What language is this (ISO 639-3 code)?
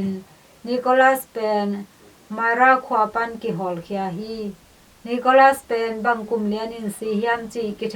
ctd